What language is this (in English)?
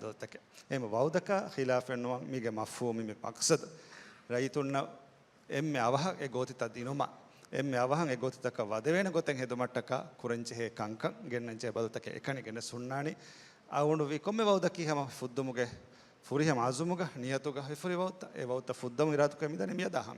Divehi